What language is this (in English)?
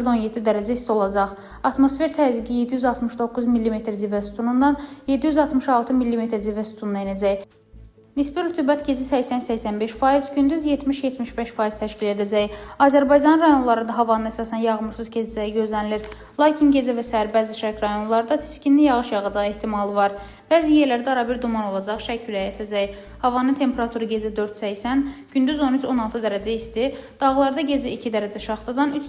Azerbaijani